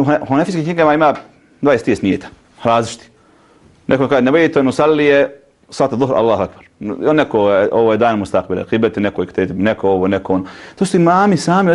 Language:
Bosnian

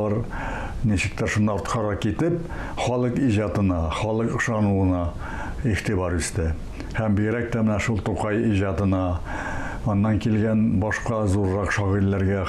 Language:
Tatar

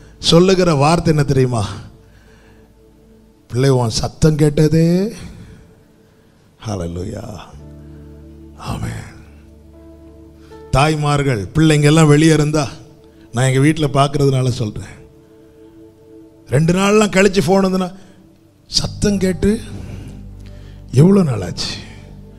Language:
Tamil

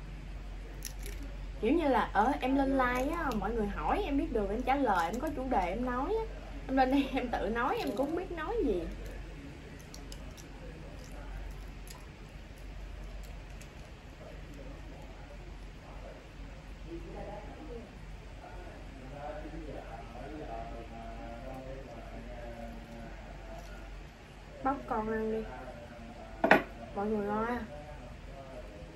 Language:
Vietnamese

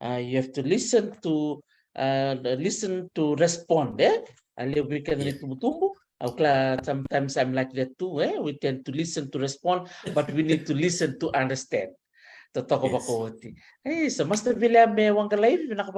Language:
Fijian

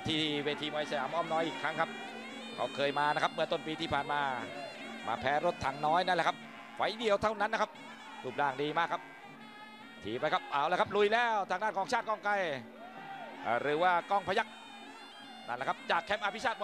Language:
Thai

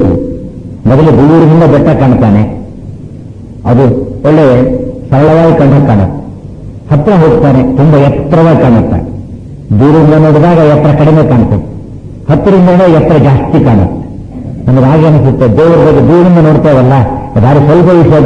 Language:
Kannada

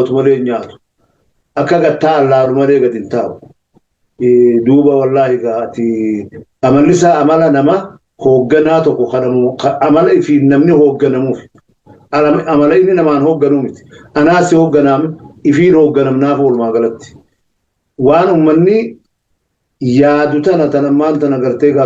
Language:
Oromo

